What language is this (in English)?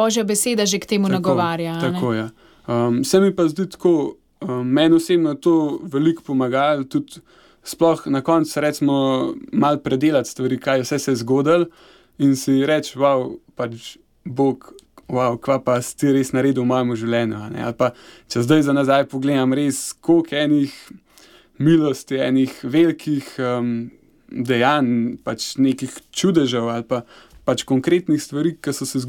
Slovenian